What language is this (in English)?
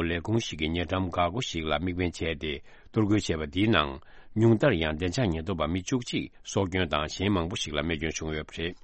Tibetan